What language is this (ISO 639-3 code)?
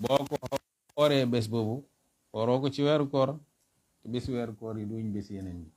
wol